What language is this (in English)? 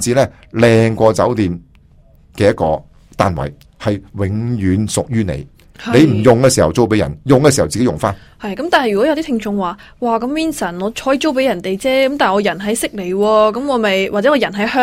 Cantonese